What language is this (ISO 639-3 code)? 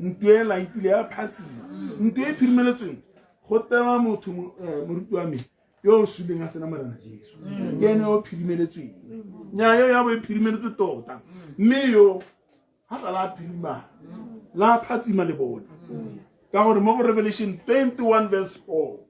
tsn